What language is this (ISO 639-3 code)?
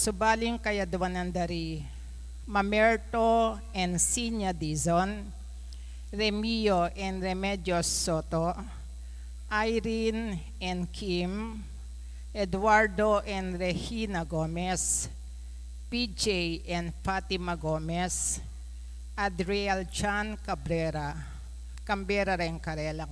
pam